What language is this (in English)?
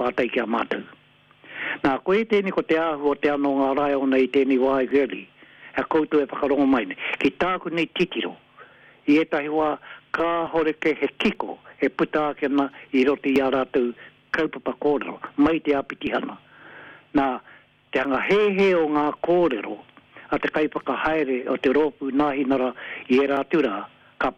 Māori